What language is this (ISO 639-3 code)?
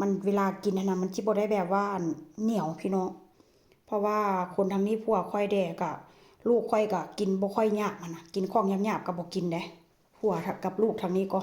tts